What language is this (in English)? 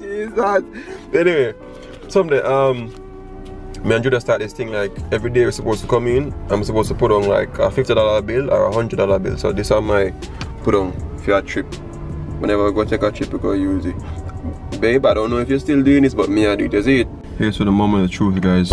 Jamaican Creole English